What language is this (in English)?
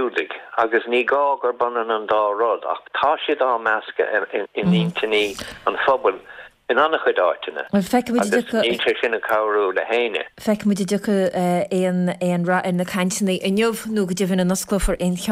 Irish